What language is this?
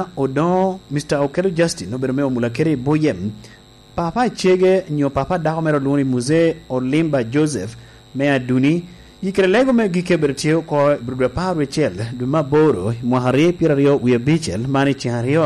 Lango (Uganda)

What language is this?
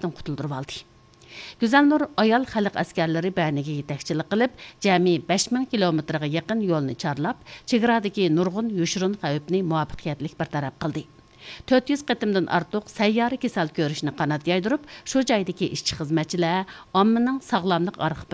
Uyghur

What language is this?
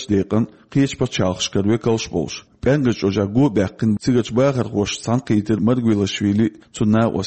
Chechen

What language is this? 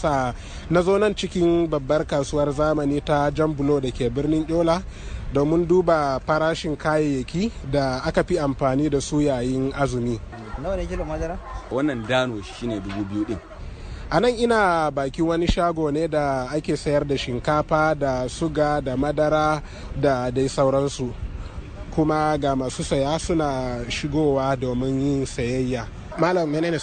Hausa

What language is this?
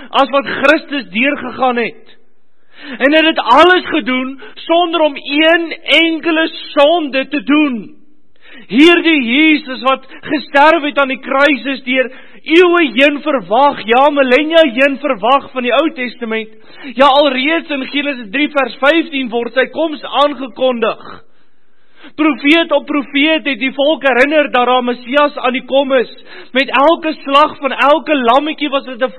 Afrikaans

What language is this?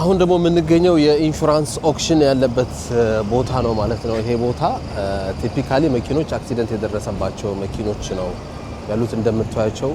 Amharic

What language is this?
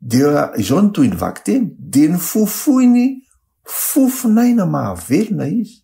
Malagasy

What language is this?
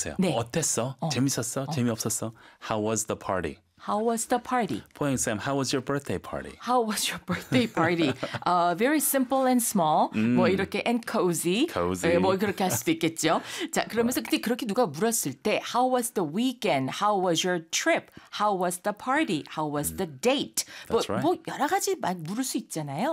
Korean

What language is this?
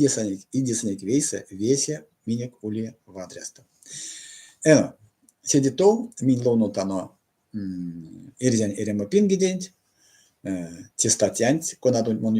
Erzya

